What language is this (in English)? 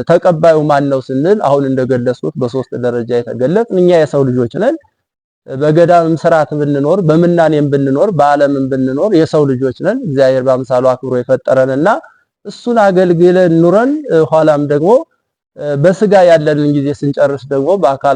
Amharic